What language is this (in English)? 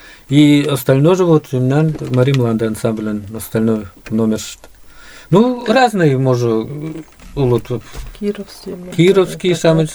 Mari